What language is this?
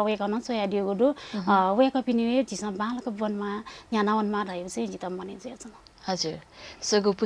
Newari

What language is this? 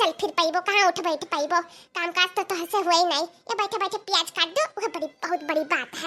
Awadhi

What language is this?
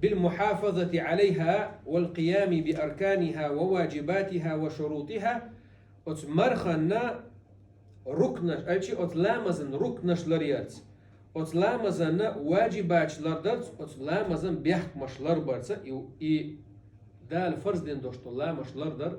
Chechen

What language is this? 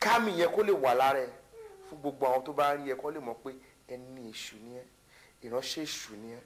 Yoruba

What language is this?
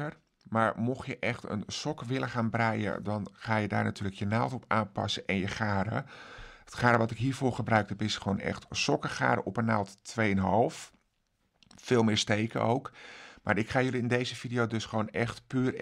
Dutch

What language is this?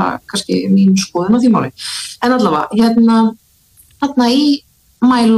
Icelandic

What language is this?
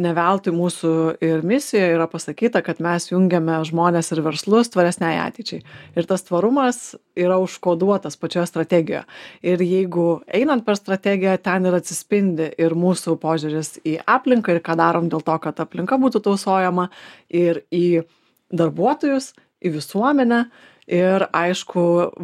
Lithuanian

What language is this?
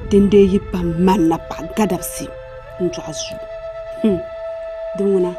Dagbani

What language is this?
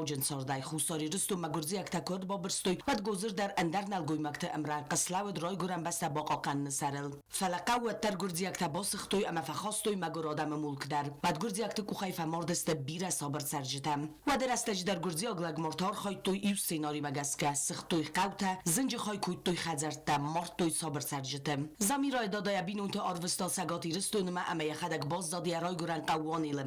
Ossetic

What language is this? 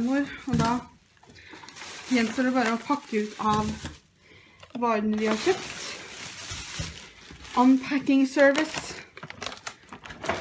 Norwegian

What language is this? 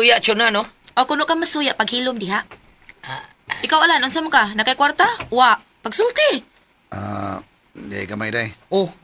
Cebuano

